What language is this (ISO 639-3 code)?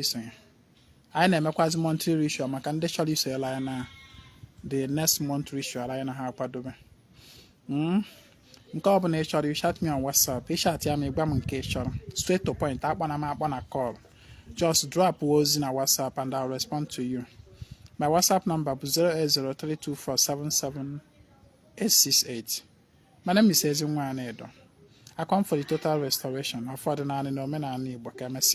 ibo